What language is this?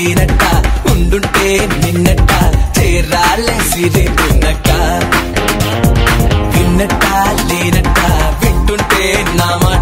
Telugu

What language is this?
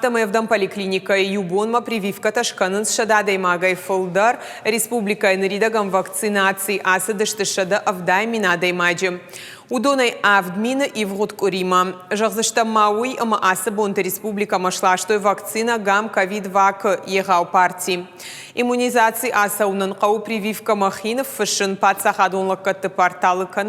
Ossetic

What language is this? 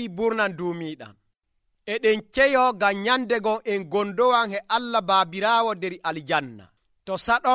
Nigerian Fulfulde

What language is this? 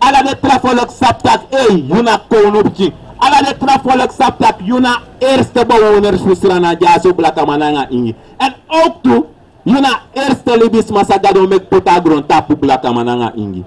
Sranan Tongo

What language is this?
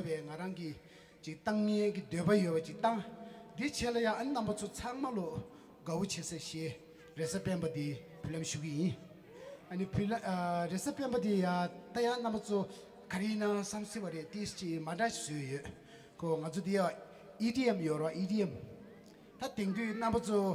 Tibetan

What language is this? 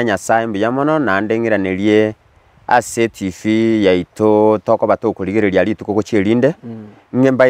Gusii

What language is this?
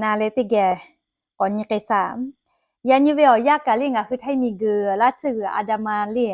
Lahu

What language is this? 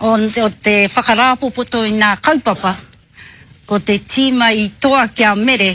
Māori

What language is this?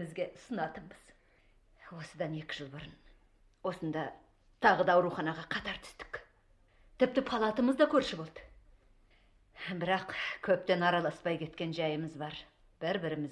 Kazakh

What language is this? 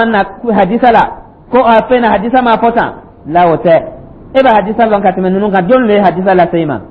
Dyula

